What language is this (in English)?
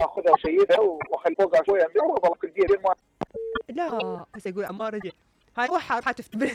Mesopotamian Arabic